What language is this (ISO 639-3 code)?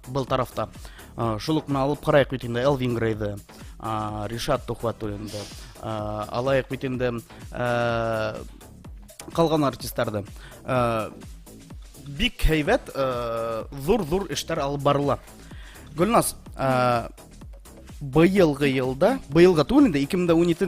bak